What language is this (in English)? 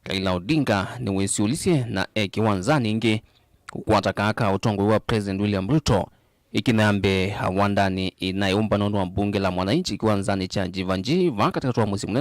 Kamba